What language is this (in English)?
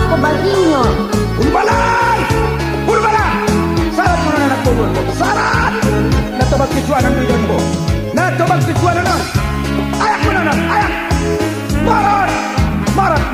Batak Angkola